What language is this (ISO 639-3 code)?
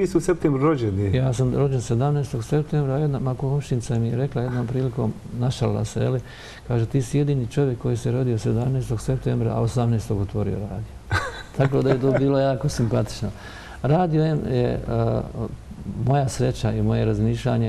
bos